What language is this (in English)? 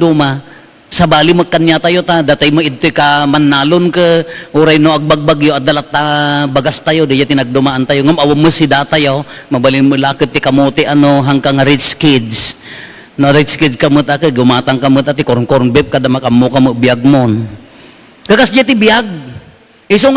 Iloko